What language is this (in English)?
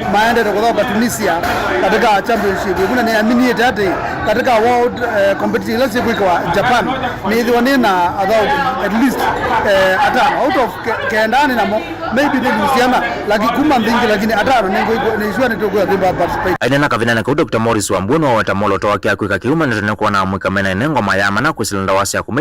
Kamba